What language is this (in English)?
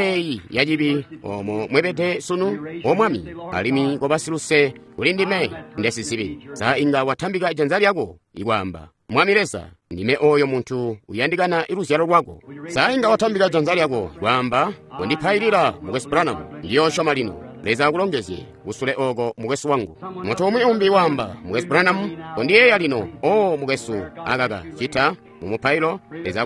Tonga (Zambia)